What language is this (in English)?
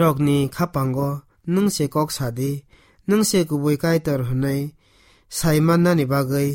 Kok Borok